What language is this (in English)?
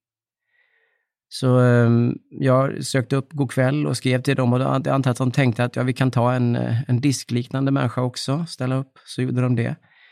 Swedish